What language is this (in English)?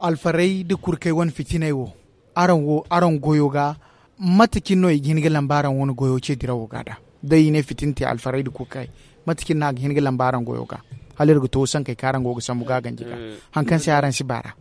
Zarma